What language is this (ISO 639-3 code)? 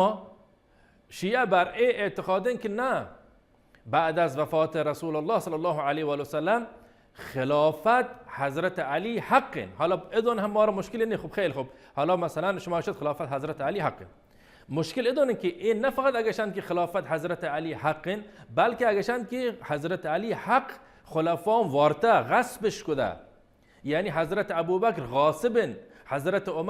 bal